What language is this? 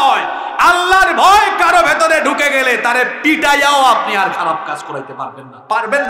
Bangla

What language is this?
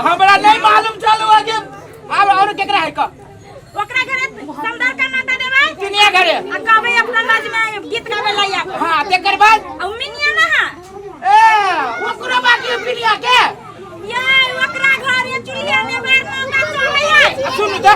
Maithili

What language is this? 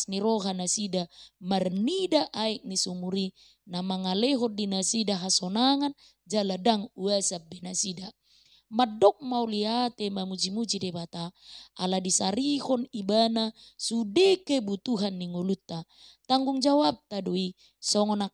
Batak Toba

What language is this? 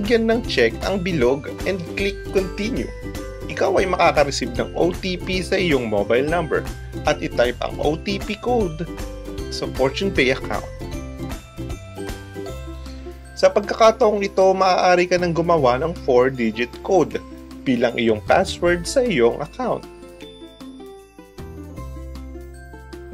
Filipino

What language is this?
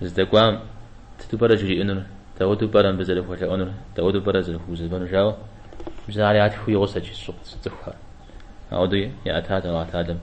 Kabardian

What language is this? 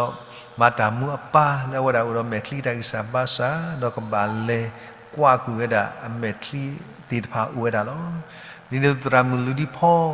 S'gaw Karen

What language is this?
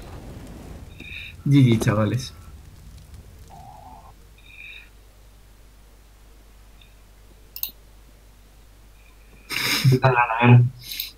Spanish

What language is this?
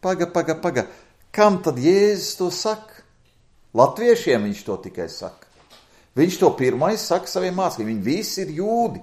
Latvian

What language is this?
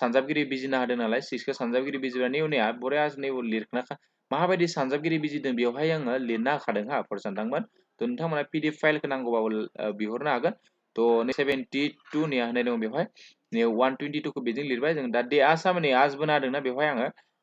Bodo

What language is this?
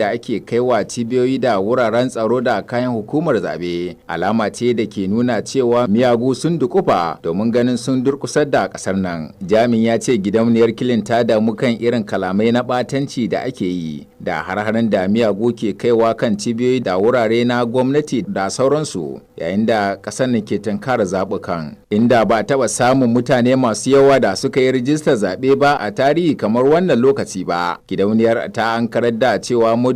Hausa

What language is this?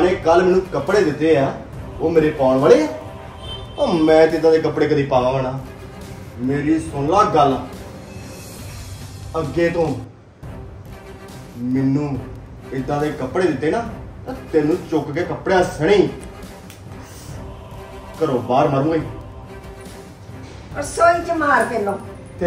Punjabi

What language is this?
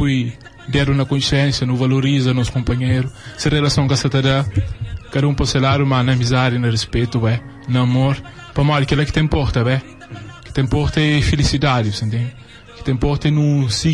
Kabuverdianu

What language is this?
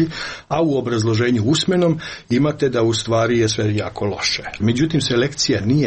Croatian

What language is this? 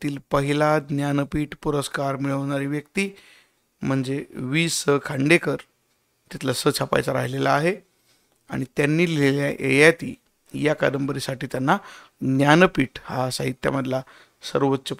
Marathi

